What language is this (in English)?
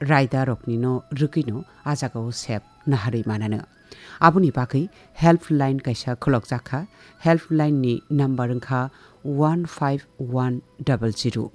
Kok Borok